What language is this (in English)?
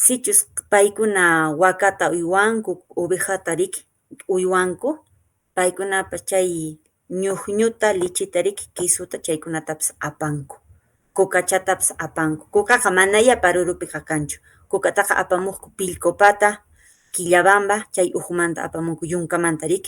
Quechua